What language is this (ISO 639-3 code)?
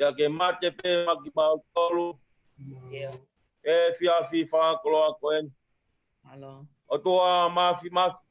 ton